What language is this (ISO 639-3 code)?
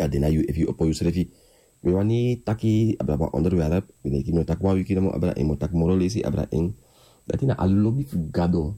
srn